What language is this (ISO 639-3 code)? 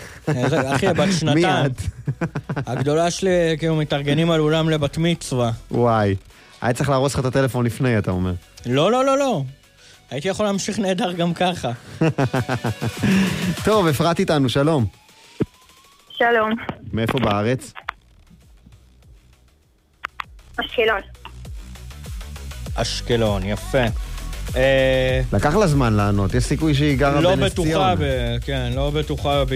heb